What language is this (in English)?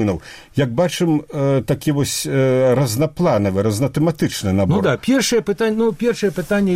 Belarusian